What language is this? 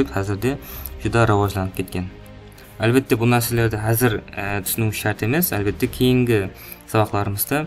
Kara-Kalpak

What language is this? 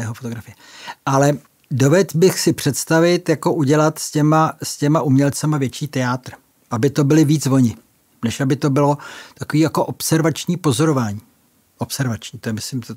Czech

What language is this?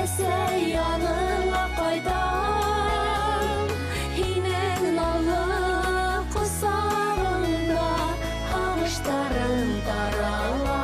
Bashkir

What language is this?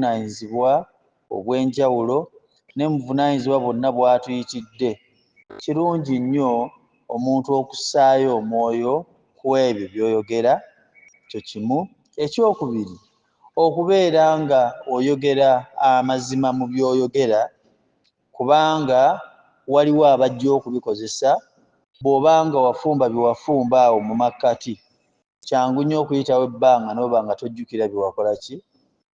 Ganda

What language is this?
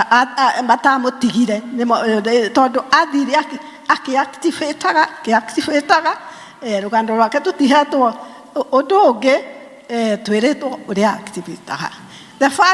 Kikuyu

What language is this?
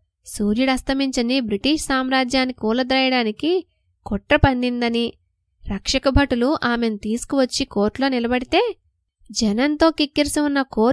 Telugu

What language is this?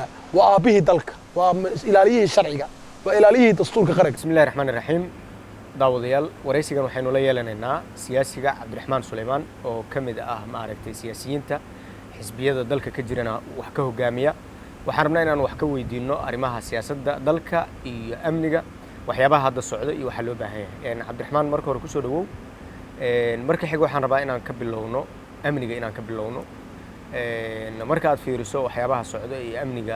Somali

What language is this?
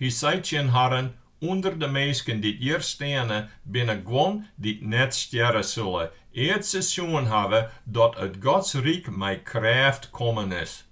Western Frisian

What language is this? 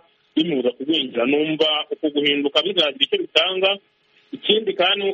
Kinyarwanda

